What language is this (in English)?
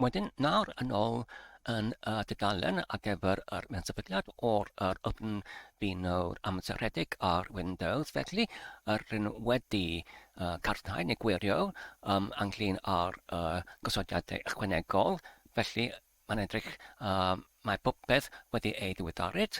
Welsh